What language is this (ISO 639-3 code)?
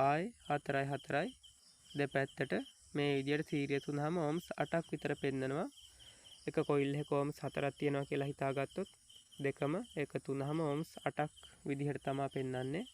sin